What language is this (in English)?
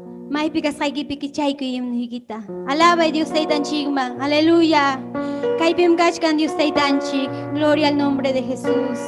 Ayacucho Quechua